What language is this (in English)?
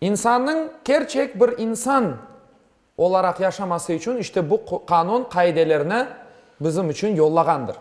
Crimean Tatar